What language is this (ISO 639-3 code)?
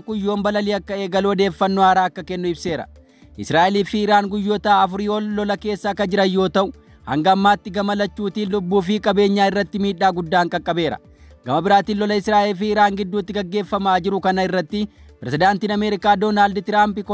orm